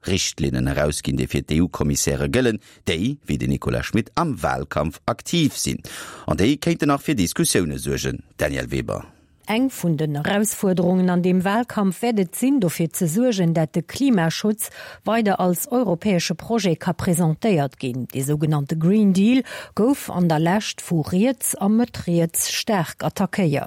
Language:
Luxembourgish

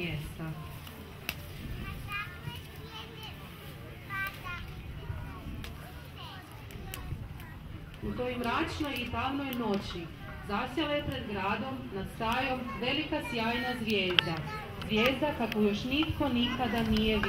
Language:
Croatian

